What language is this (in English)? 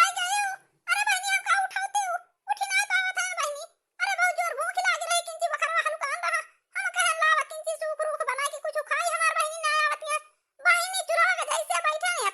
Awadhi